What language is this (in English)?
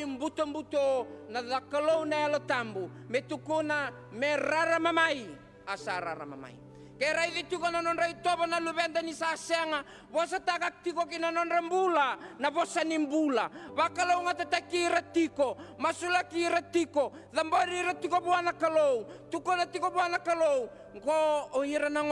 Fijian